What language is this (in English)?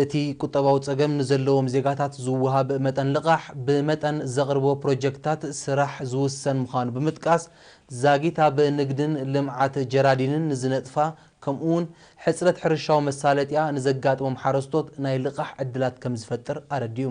Tigrinya